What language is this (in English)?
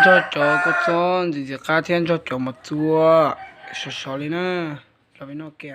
Hmong